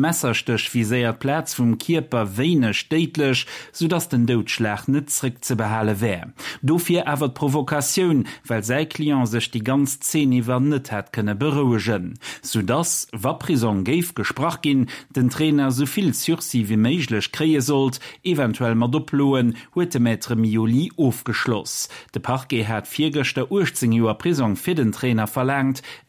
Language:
Luxembourgish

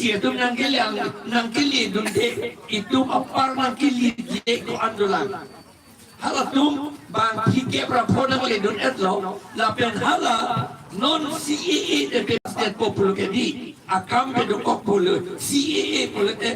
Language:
Karbi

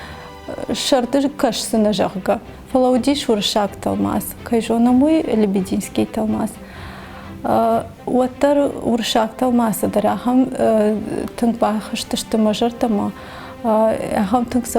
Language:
Ossetic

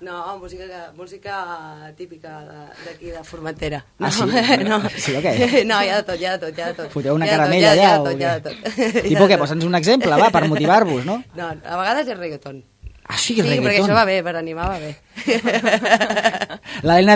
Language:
Catalan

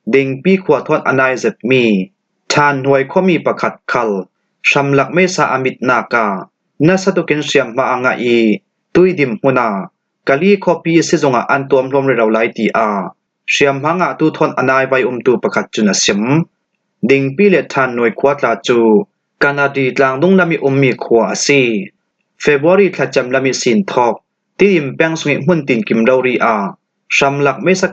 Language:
Falam Chin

